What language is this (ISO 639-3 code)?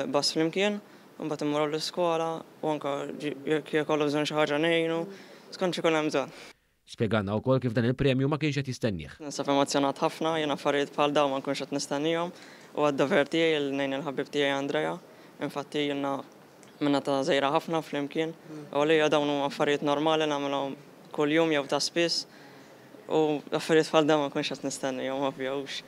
mlt